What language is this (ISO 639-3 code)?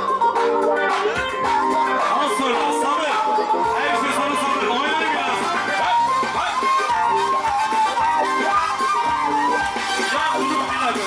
tur